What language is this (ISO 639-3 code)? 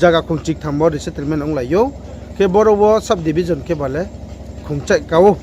ria